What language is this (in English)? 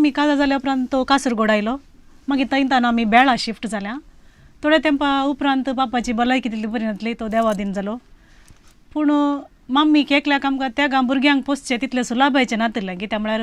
Konkani